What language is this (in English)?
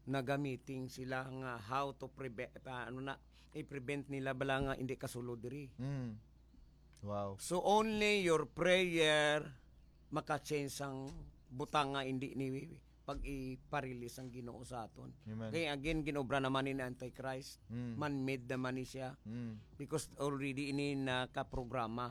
Hiligaynon